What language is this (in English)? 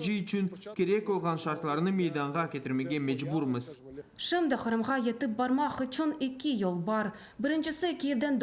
Crimean Tatar